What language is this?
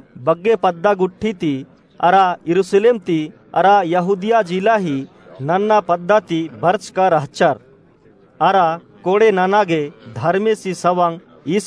Kurukh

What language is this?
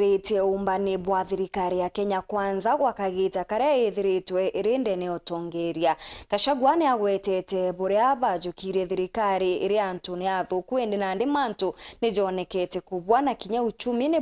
Meru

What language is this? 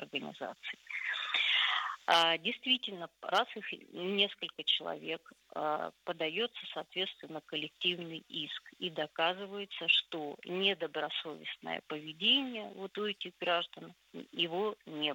Russian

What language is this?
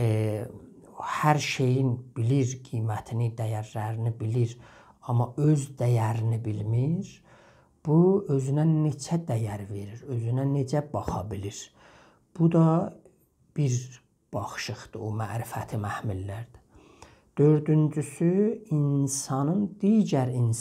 South Azerbaijani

